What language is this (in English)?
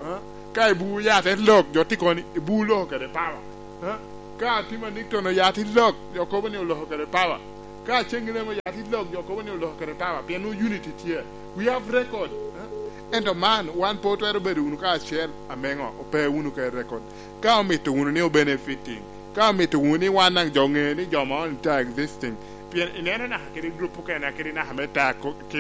Lango (Uganda)